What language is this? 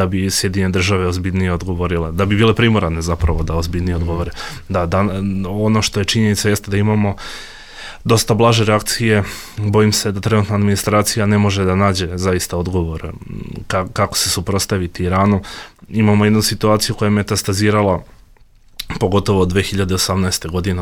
Bosnian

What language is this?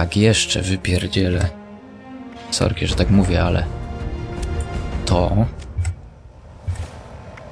Polish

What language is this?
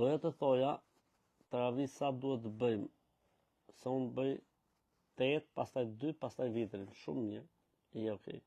Albanian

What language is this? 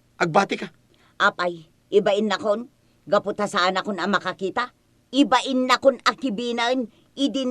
Iloko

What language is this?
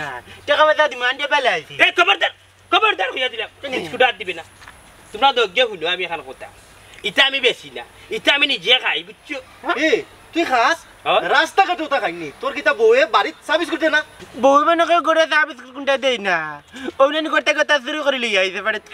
Sylheti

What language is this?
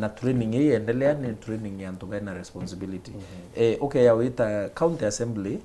Meru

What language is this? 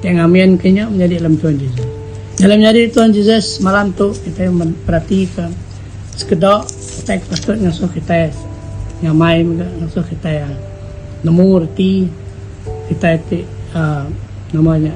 Iban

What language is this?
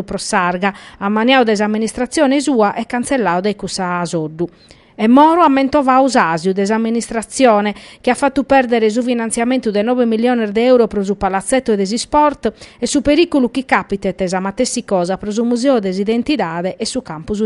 Sardinian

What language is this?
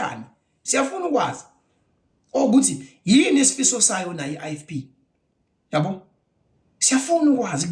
Zulu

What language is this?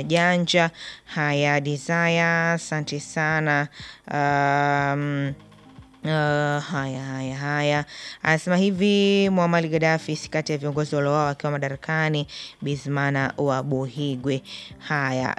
Swahili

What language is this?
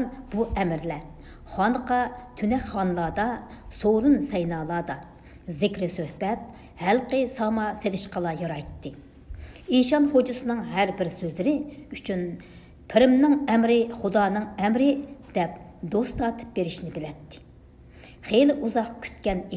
Uyghur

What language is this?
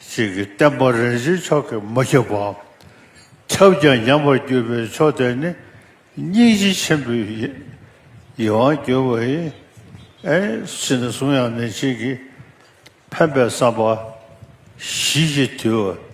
Tibetan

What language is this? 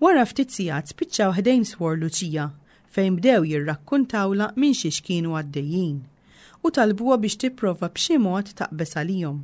Maltese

